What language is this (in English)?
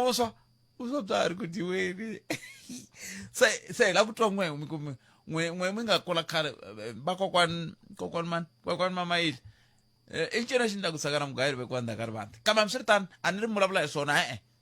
Tsonga